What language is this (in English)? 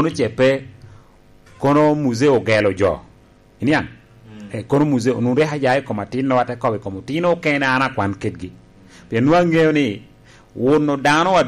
Lango (Uganda)